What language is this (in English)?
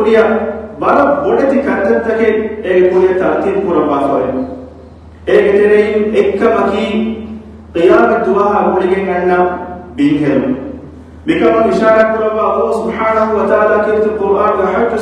Divehi